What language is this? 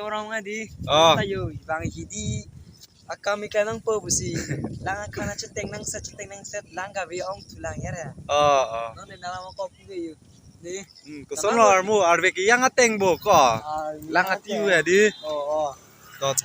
Karbi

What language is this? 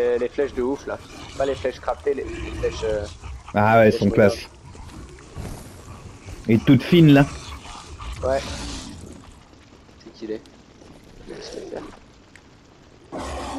French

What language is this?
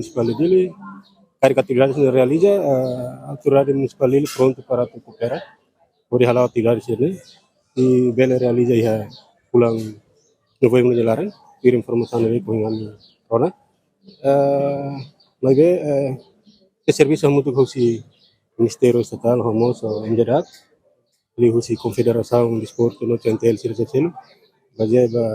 Tetum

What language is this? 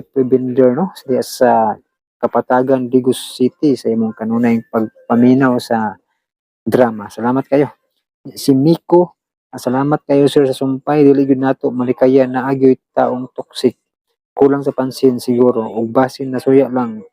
Cebuano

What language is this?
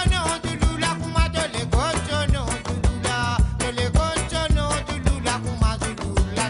Morisyen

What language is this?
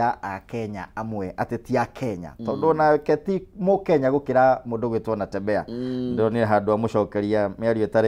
Kikuyu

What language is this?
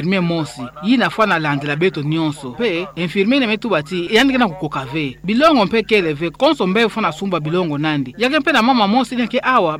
Kituba (Democratic Republic of Congo)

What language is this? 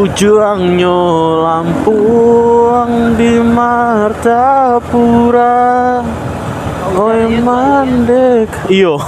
Minangkabau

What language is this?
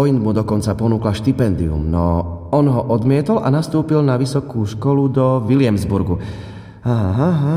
Slovak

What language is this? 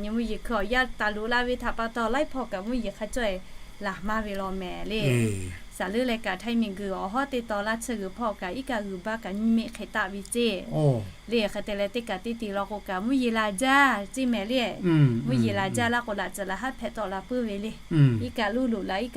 Lahu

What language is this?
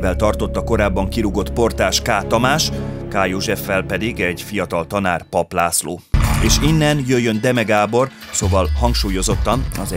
Hungarian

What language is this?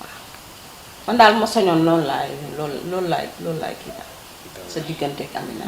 Wolof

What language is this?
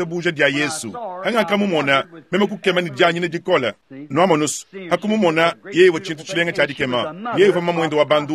Luba-Lulua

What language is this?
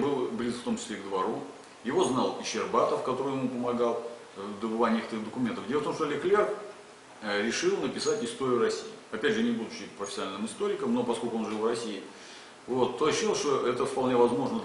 Russian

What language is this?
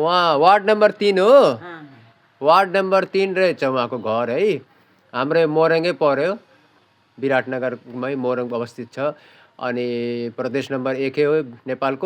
Nepali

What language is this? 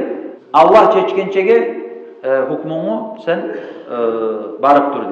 Kumyk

